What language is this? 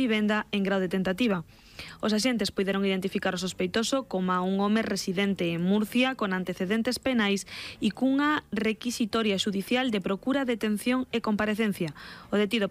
Galician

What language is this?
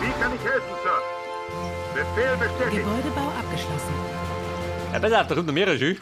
Bavarian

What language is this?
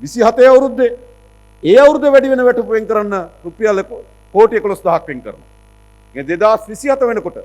Sinhala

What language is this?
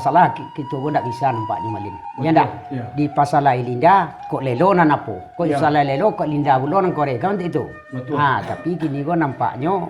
Minangkabau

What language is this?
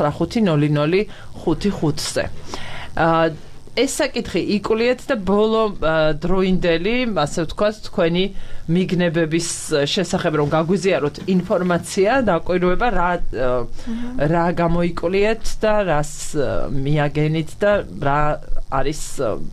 Georgian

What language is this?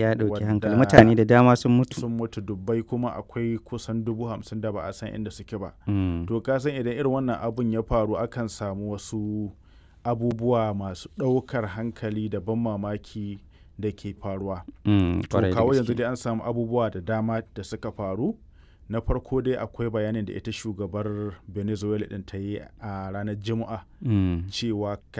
Hausa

